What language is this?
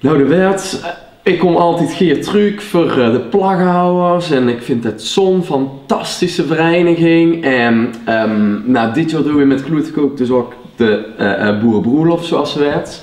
Limburgish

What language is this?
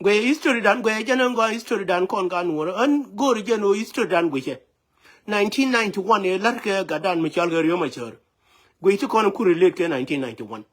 Nuer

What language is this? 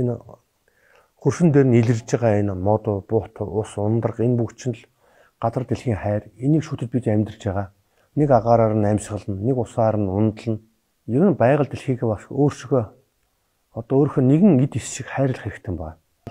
Mongolian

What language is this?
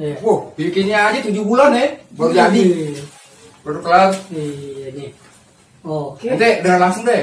Betawi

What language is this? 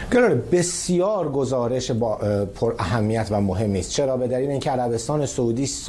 Persian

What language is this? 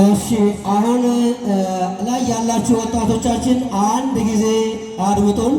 Amharic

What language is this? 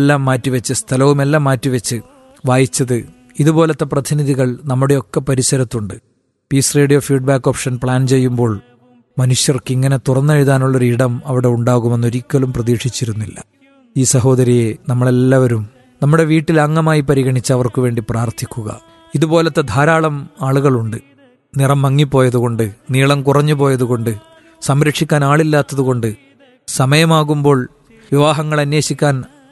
Malayalam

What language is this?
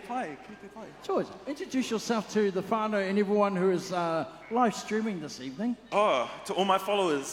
Māori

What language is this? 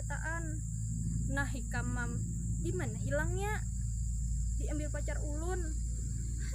Banjar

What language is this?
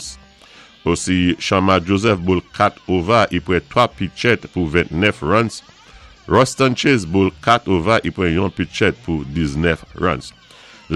Saint Lucian Creole French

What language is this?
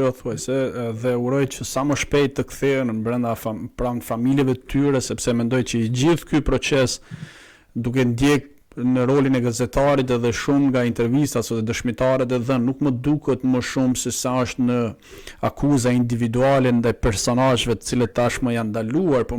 Albanian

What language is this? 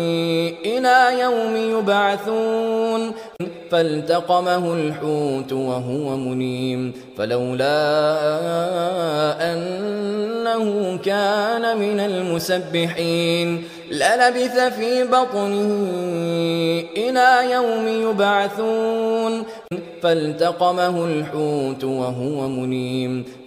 Arabic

